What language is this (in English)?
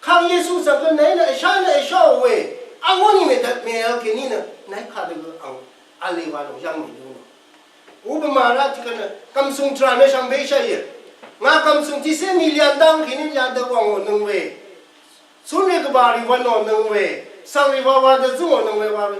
Rawang